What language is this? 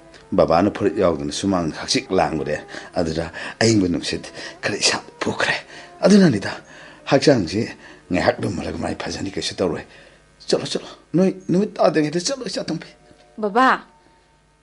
Manipuri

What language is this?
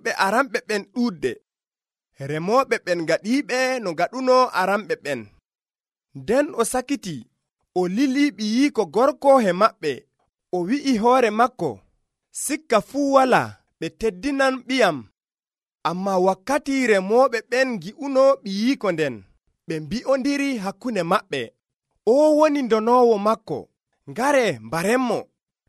Nigerian Fulfulde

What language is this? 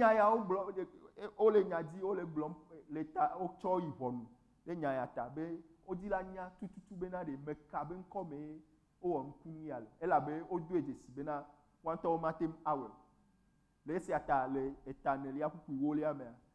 Ewe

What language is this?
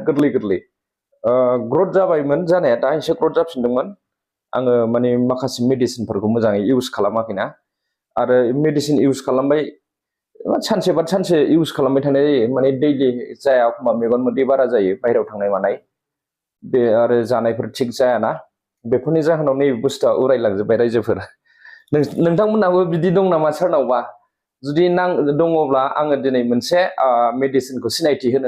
Bodo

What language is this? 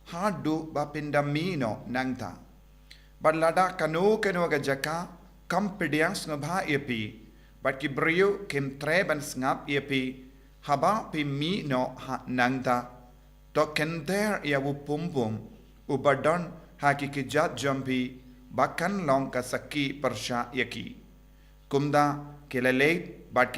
Khasi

